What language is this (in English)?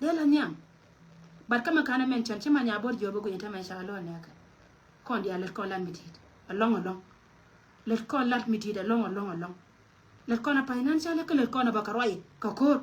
Nuer